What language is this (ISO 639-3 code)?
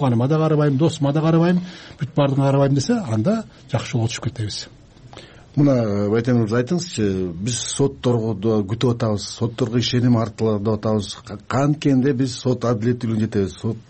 kir